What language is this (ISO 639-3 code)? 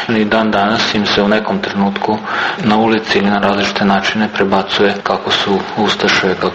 srp